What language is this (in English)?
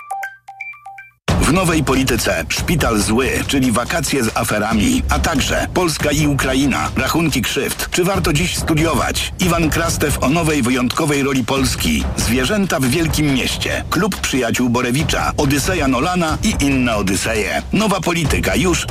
Polish